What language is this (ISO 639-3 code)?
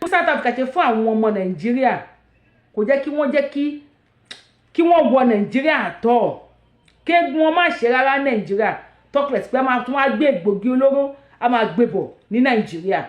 yor